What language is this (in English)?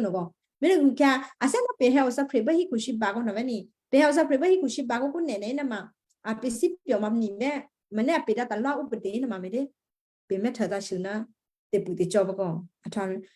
Western Kayah